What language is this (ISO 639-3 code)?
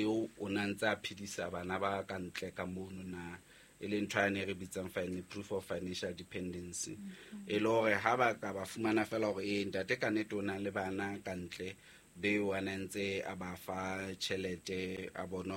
sot